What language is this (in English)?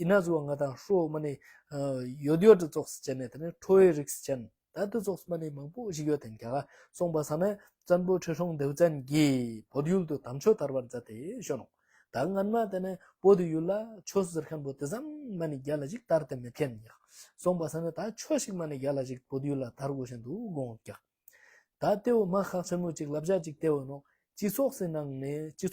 Ladakhi